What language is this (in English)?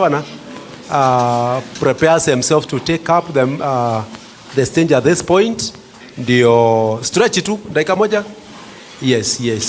Meru